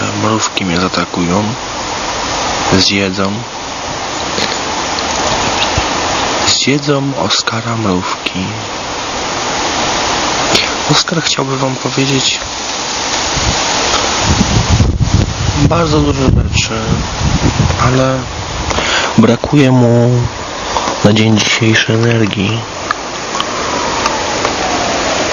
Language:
Polish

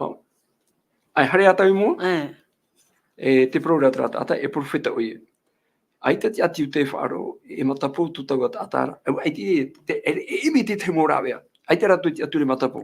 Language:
Tahitian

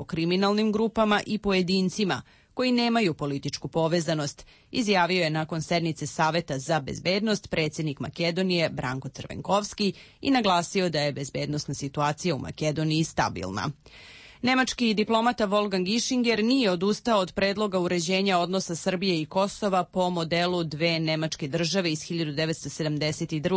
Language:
Serbian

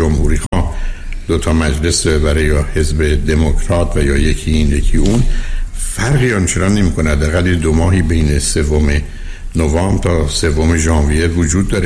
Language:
Persian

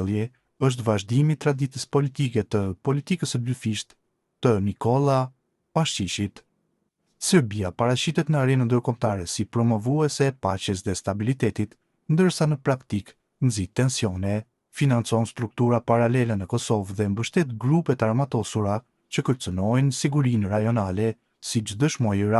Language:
Albanian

